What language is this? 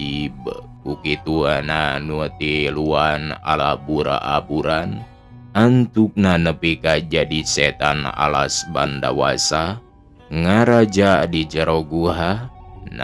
Sundanese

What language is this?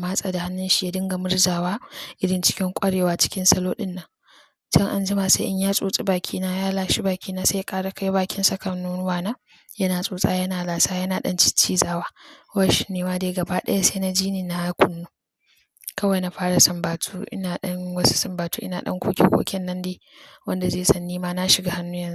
Hausa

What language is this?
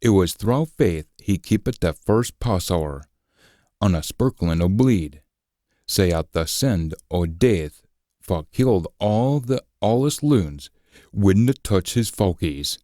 Scots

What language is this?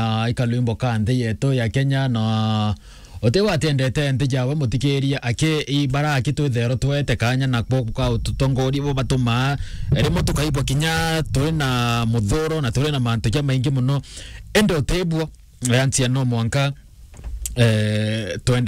Meru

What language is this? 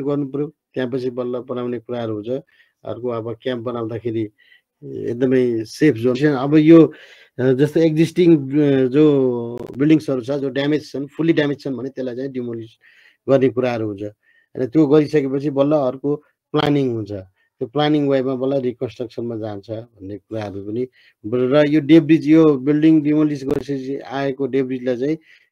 Nepali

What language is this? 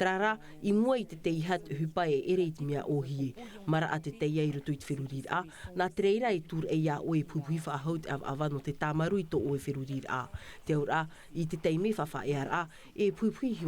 Tahitian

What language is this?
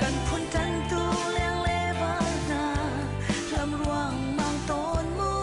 Hakha Chin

